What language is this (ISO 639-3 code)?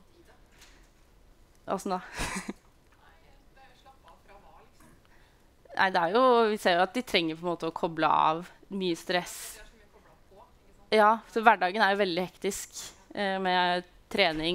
nor